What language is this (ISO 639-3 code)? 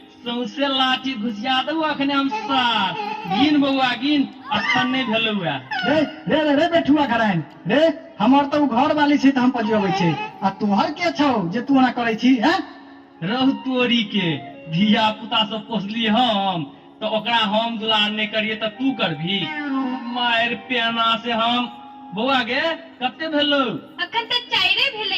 mai